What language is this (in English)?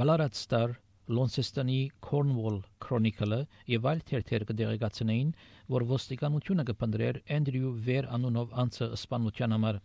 Armenian